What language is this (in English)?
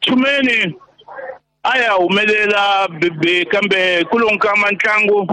Tsonga